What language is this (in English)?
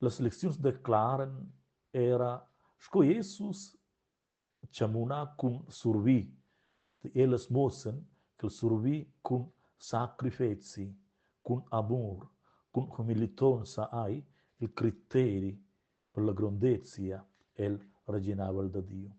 Romansh